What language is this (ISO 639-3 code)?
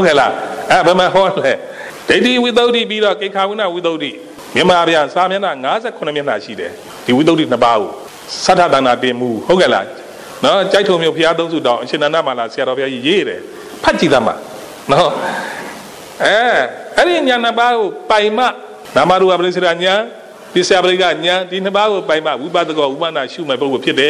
mya